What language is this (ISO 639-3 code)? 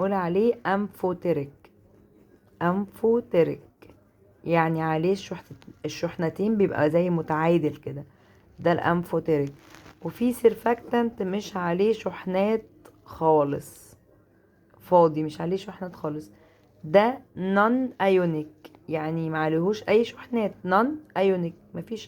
arz